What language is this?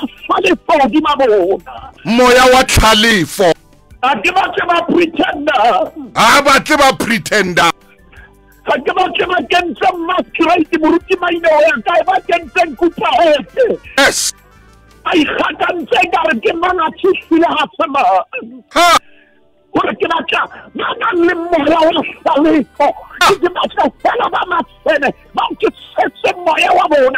Southern Sotho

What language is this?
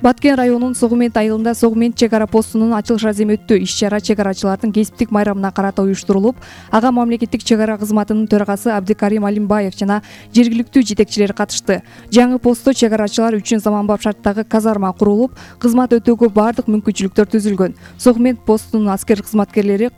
Kyrgyz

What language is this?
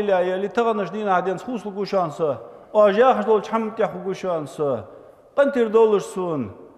Ingush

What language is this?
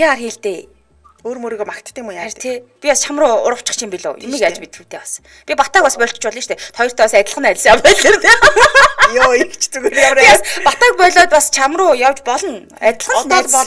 Mongolian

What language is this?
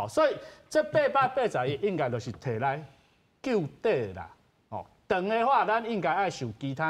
Min Nan Chinese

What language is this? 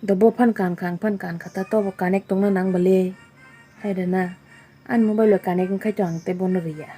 Kok Borok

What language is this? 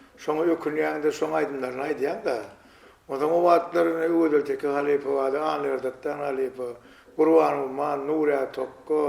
Turkmen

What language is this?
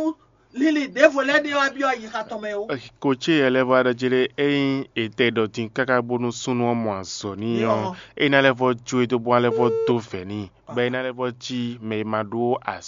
Fon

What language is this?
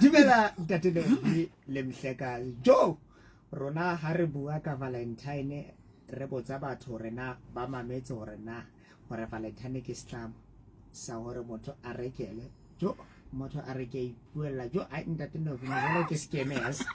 Southern Sotho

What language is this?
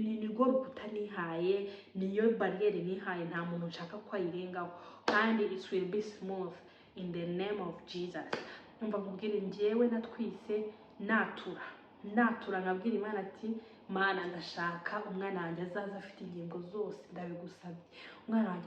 Kinyarwanda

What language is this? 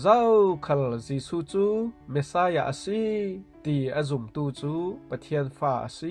Falam Chin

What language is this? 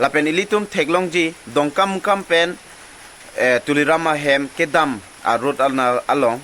Karbi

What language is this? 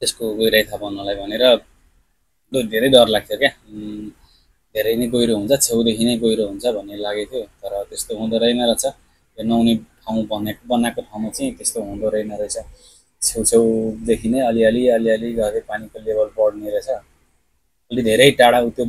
Nepali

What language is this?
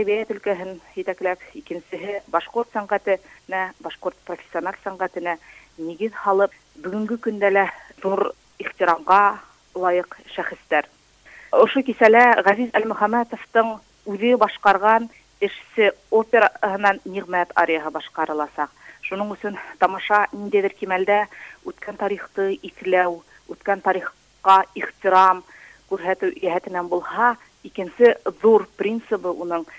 Bashkir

